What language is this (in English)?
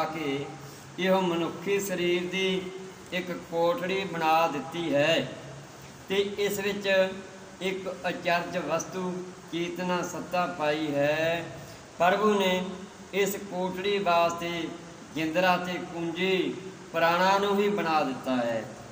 Punjabi